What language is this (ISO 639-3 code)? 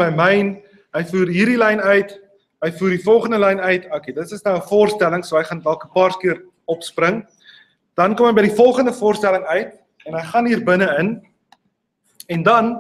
afr